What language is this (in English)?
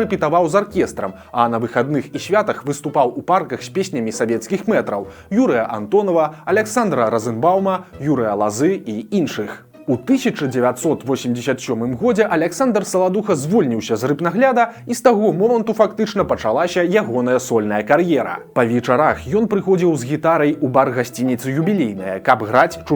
Belarusian